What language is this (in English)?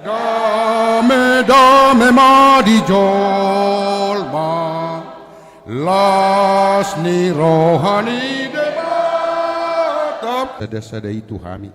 Batak Toba